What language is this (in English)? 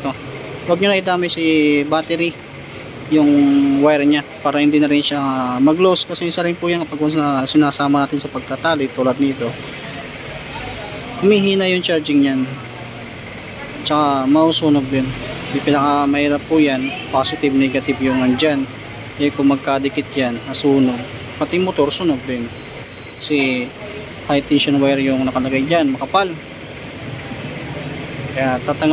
Filipino